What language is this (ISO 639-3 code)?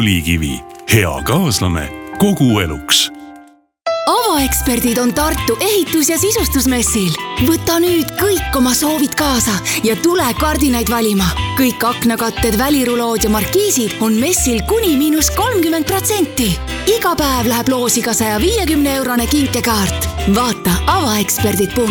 est